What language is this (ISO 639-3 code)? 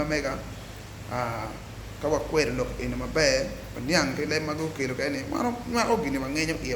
ach